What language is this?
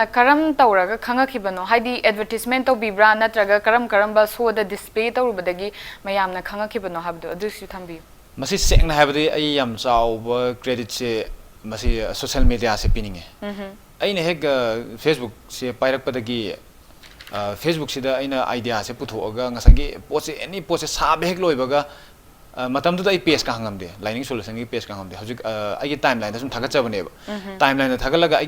Manipuri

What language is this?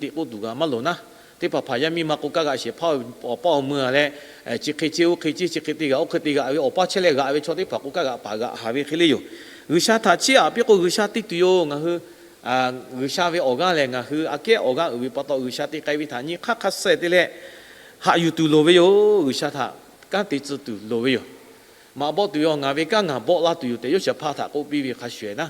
Lahu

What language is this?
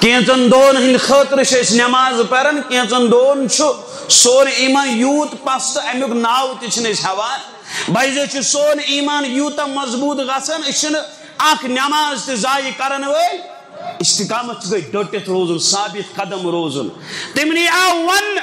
Kashmiri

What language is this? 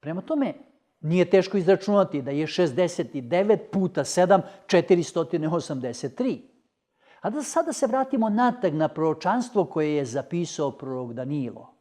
Macedonian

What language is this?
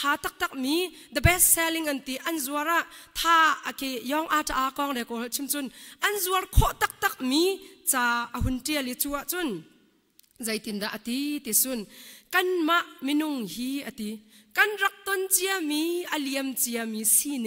Hakha Chin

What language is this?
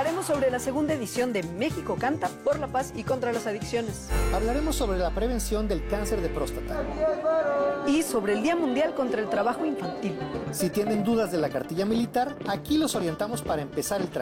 Spanish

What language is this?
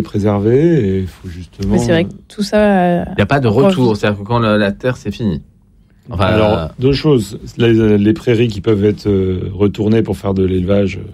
French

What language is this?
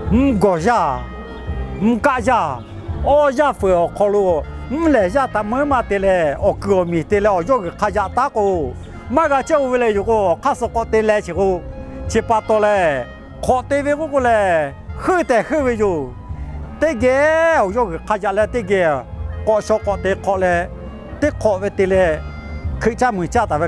Lahu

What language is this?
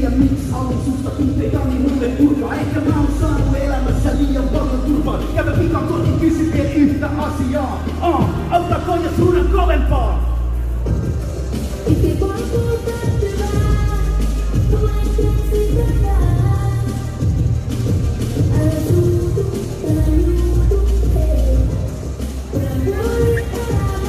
Finnish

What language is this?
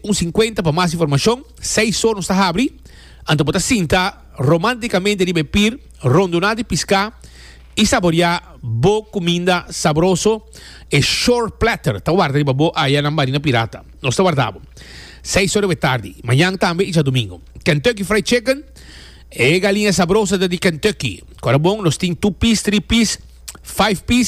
Papiamento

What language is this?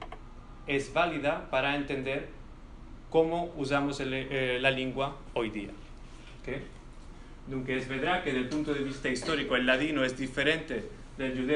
Ladino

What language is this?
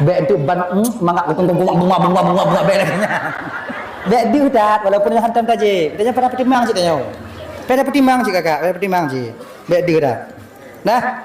Achinese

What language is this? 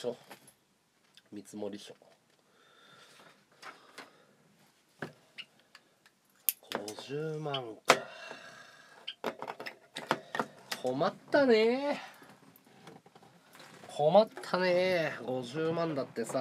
Japanese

